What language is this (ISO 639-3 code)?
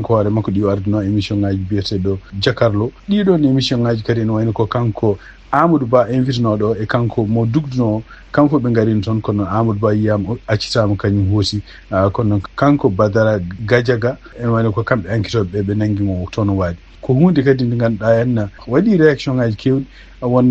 ful